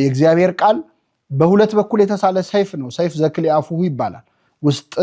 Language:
Amharic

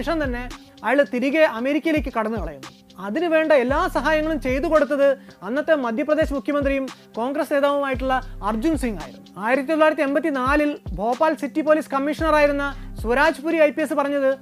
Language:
Malayalam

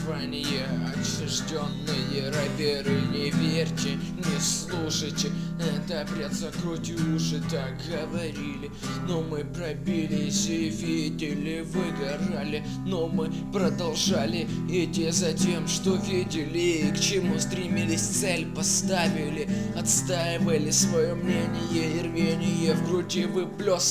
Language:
Russian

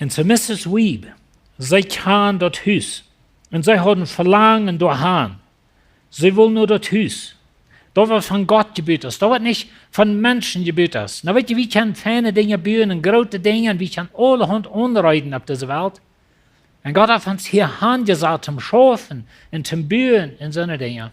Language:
Plautdietsch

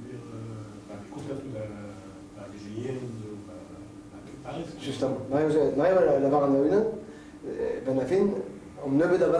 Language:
Breton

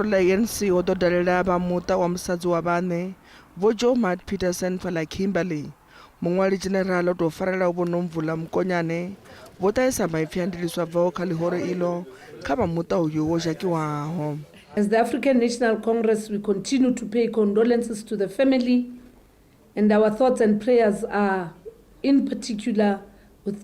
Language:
Venda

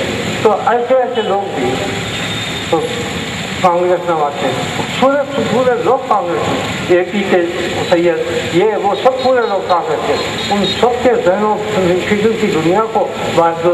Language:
Urdu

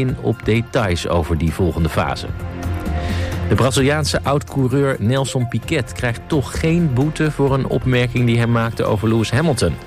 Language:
Dutch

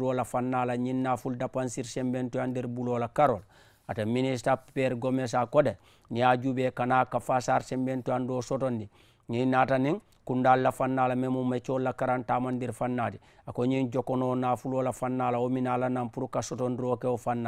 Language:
Mandingo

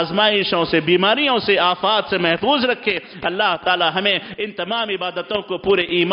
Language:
Urdu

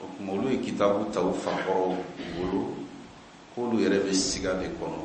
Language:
Bambara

